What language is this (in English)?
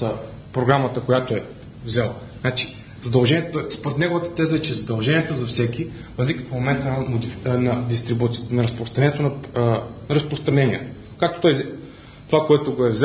Bulgarian